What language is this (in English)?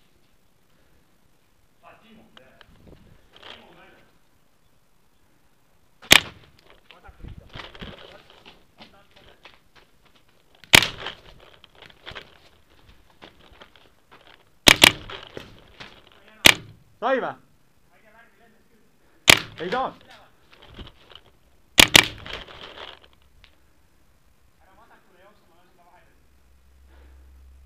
Estonian